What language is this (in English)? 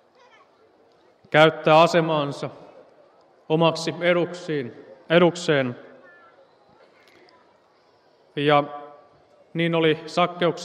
Finnish